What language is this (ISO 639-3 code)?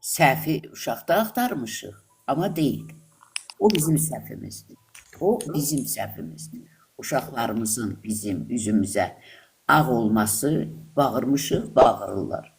aze